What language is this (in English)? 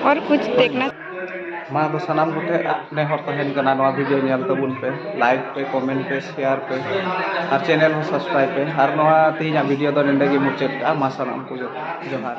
Santali